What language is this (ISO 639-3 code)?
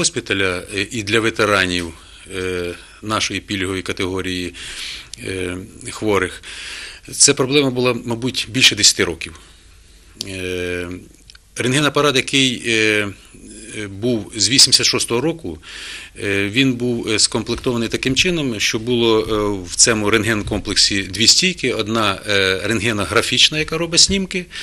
ukr